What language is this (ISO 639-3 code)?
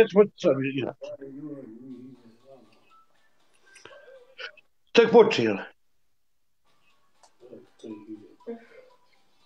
hrv